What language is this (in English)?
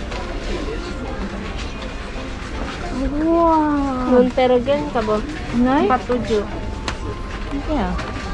Malay